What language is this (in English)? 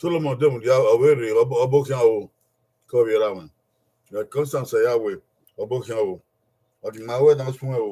Bini